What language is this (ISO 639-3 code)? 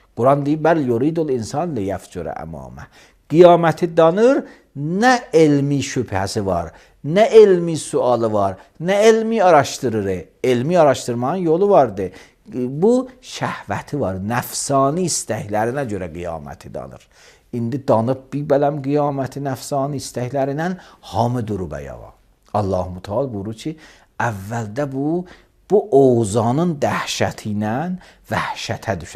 aze